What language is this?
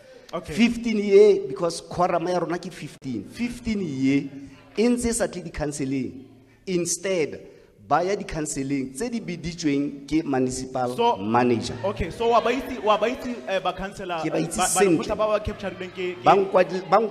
Tswana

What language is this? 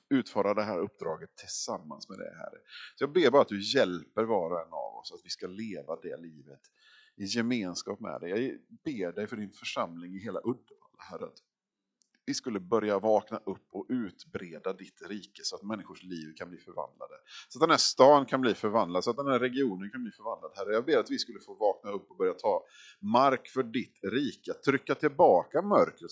Swedish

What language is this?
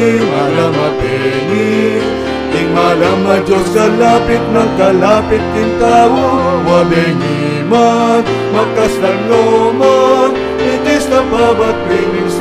Pampanga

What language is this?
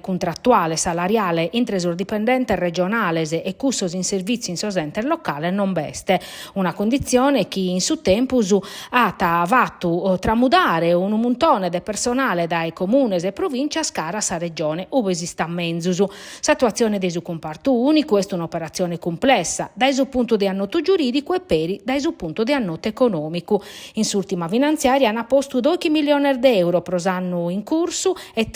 Sardinian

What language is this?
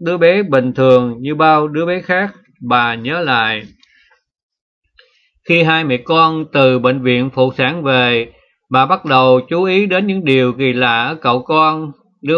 Vietnamese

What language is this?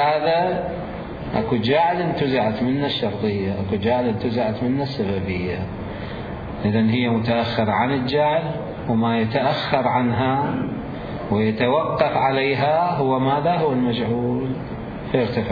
Mesopotamian Arabic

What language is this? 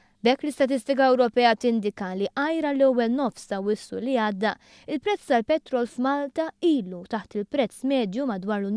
Maltese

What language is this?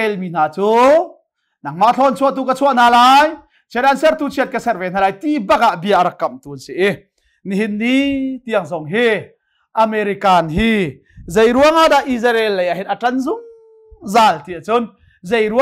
Hakha Chin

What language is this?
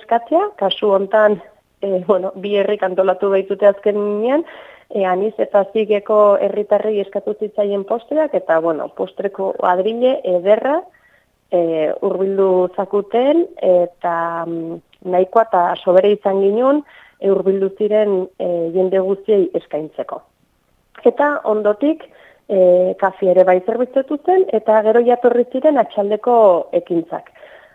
Basque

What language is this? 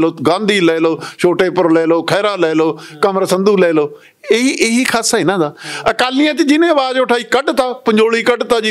Punjabi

